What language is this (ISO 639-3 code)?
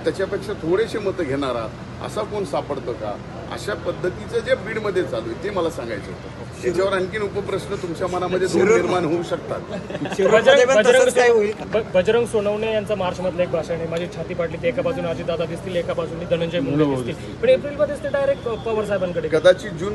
mar